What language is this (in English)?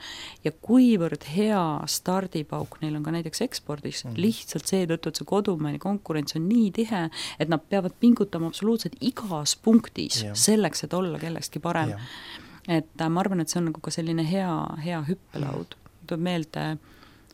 Estonian